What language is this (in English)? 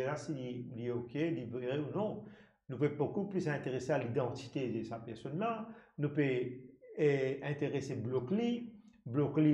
Morisyen